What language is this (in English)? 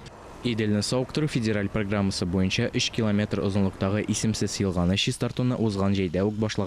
Tatar